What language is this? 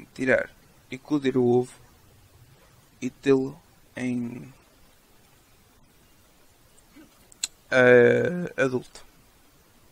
Portuguese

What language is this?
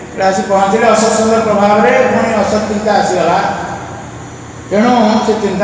Odia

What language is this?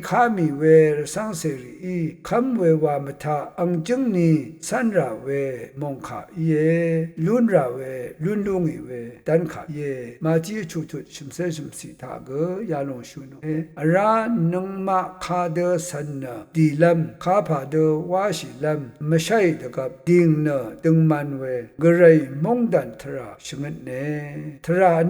Rawang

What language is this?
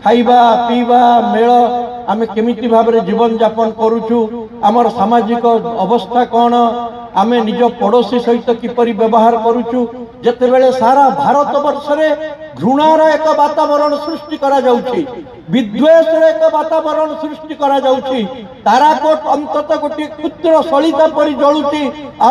Odia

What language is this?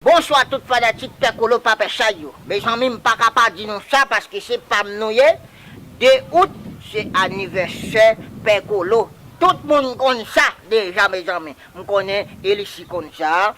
Haitian Creole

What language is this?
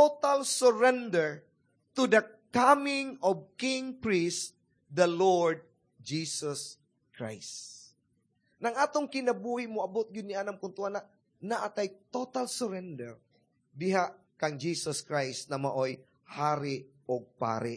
Cebuano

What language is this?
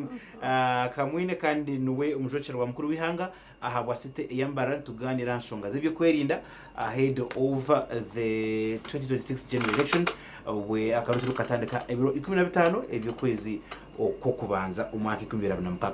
Nyankole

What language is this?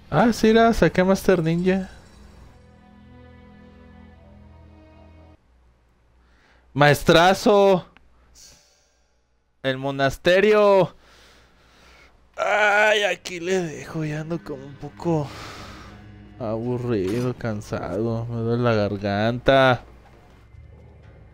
Spanish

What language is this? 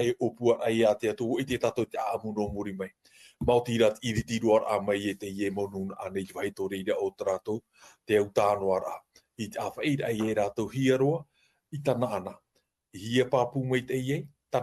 Tahitian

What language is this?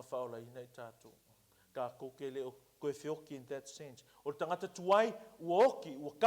Samoan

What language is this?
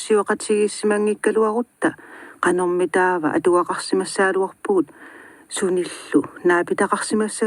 Kalaallisut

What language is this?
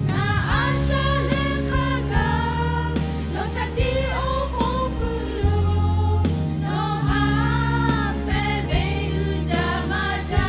Lahu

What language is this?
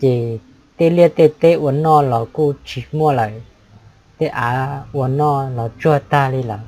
Hmong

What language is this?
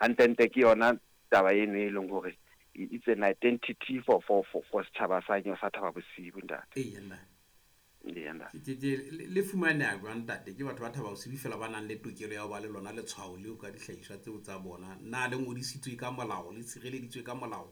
Southern Sotho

